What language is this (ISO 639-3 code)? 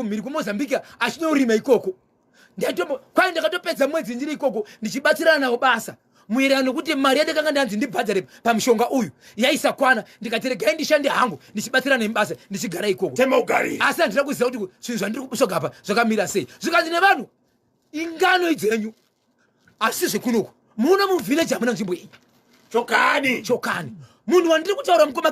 sna